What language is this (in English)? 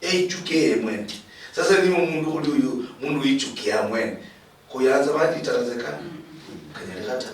Luyia